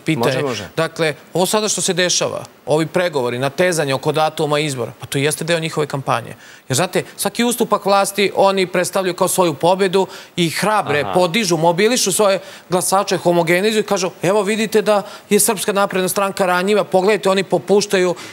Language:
Serbian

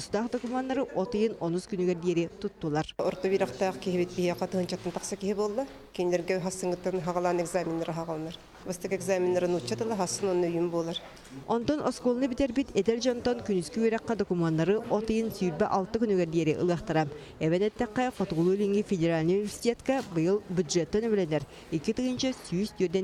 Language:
Yakut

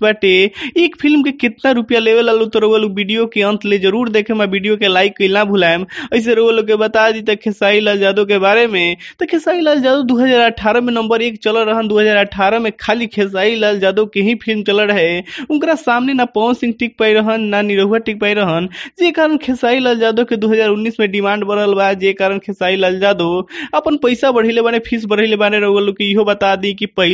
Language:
Bhojpuri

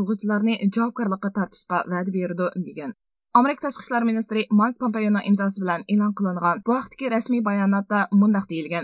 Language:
Uyghur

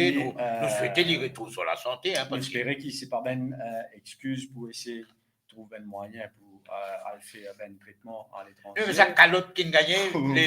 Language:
Morisyen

